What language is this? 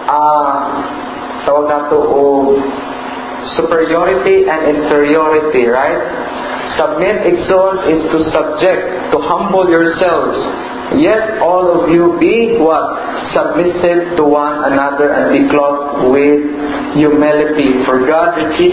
Cebuano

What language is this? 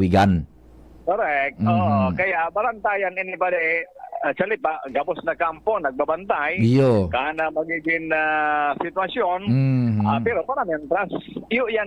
Bikol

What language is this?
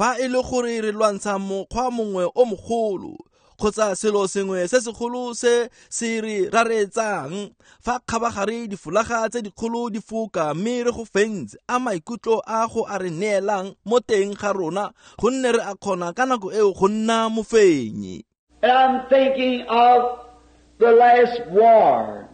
Tswana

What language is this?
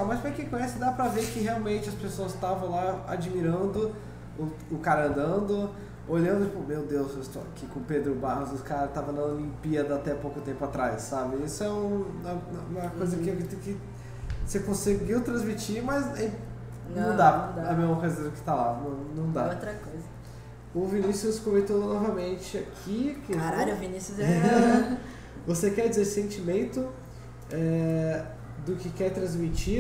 Portuguese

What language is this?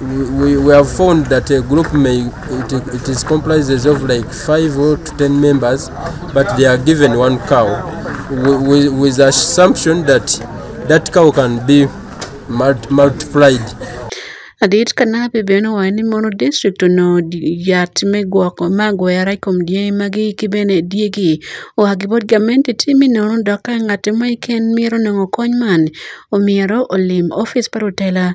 Acoli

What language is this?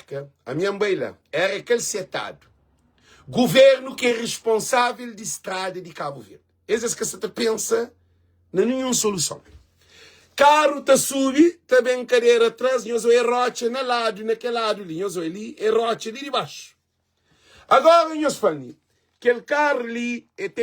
Kabuverdianu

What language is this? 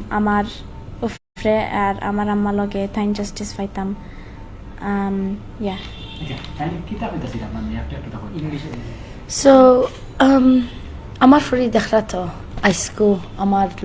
Sylheti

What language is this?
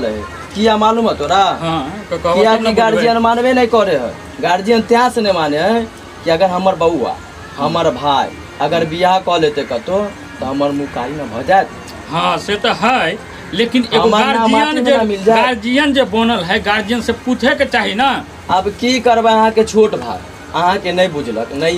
Maithili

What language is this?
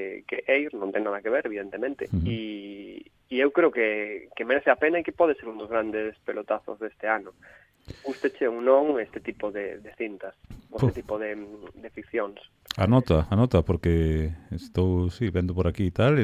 Galician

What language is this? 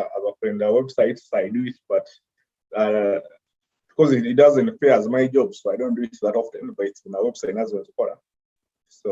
Nyoro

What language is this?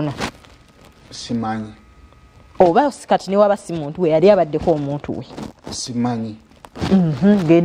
Ganda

